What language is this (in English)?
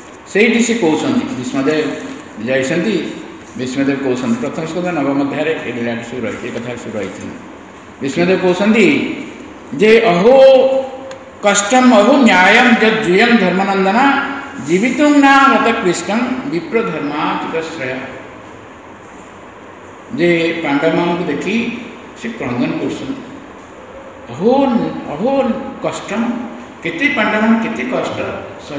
Odia